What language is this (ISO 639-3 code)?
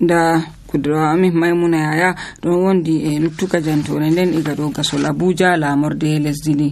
fuv